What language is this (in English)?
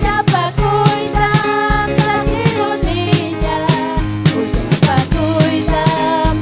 Ayacucho Quechua